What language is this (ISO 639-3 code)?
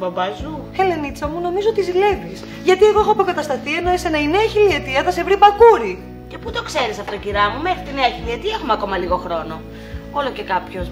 ell